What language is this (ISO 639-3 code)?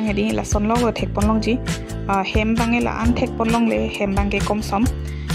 mjw